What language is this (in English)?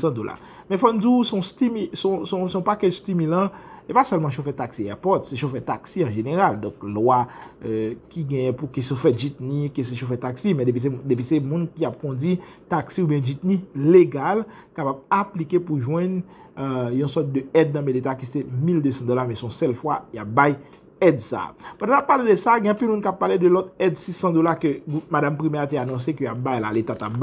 Haitian Creole